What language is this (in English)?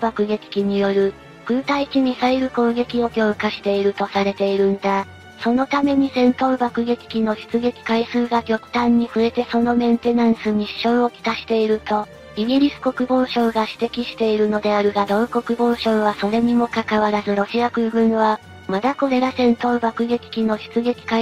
Japanese